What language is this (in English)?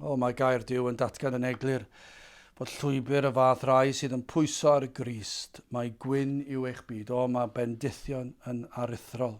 Welsh